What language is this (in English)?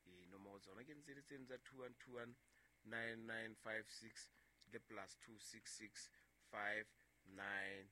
Southern Sotho